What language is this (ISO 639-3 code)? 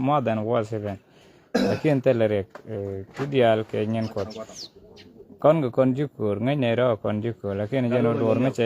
nus